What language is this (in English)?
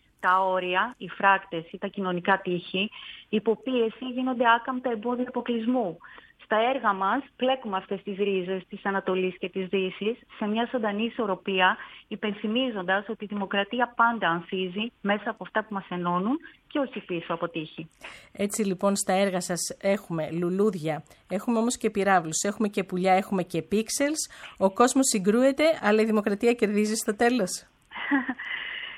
Greek